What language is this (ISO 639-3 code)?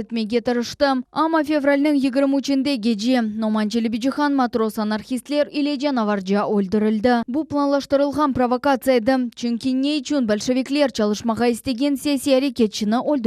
crh